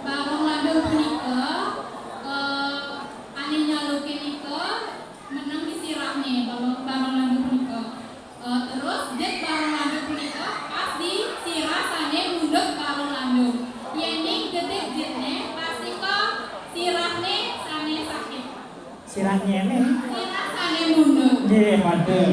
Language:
Balinese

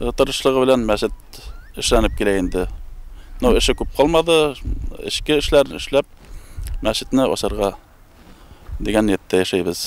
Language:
Bashkir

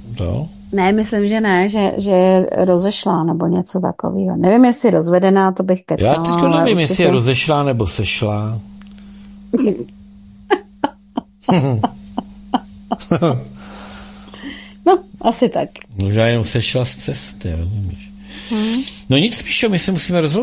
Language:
Czech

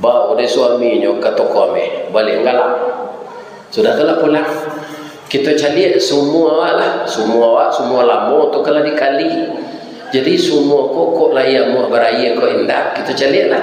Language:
Minangkabau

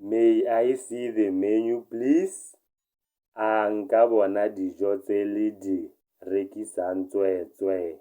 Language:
Tswana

